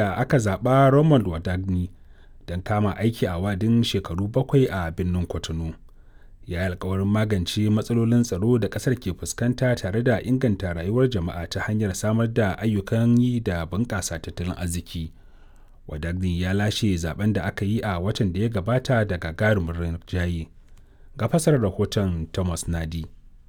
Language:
Hausa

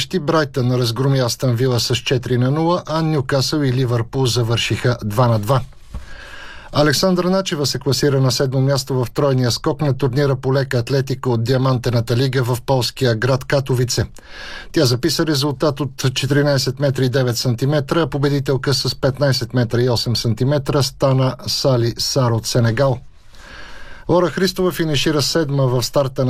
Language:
Bulgarian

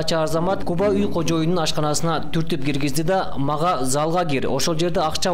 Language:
Kyrgyz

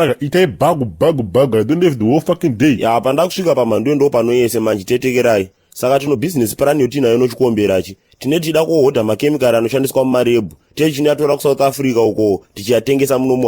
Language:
Shona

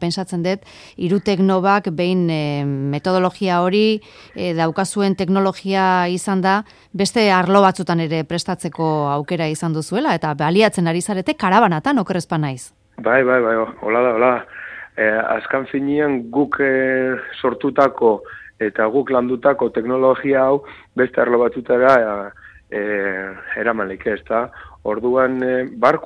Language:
Basque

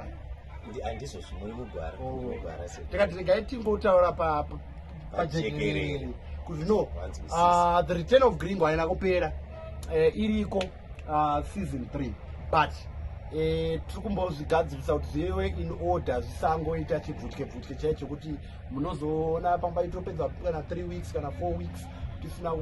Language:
Shona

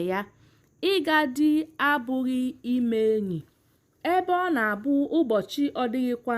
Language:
Igbo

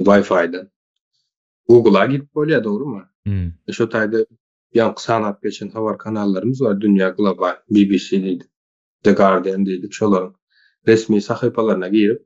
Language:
Turkmen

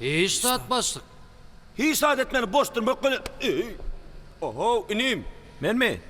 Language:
Turkmen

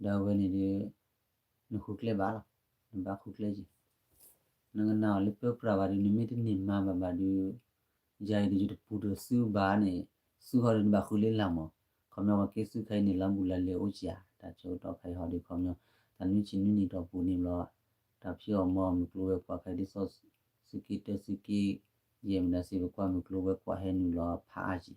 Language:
S'gaw Karen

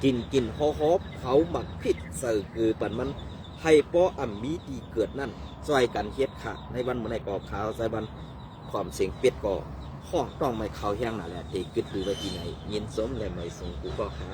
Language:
Shan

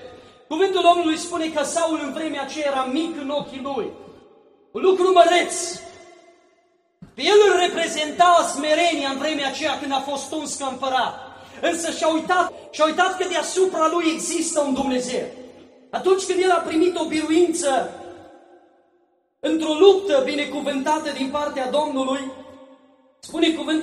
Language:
Romanian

